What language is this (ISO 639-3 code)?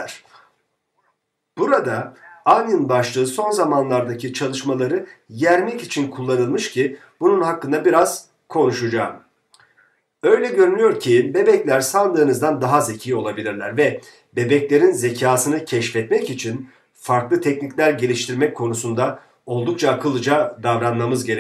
tur